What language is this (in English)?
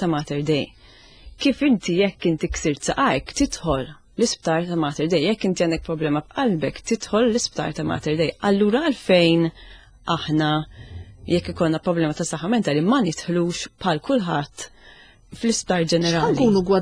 Maltese